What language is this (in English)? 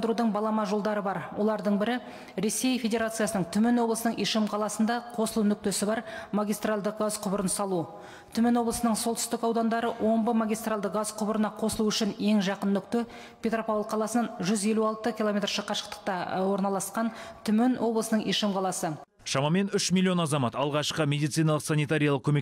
Kazakh